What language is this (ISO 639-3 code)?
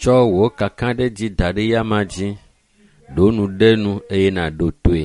ewe